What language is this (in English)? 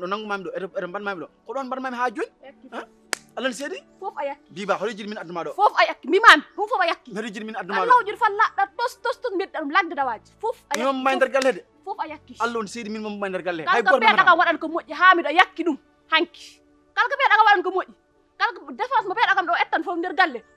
Fula